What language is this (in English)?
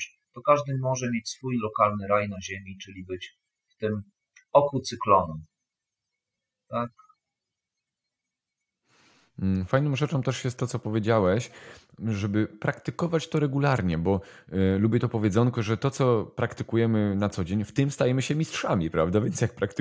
Polish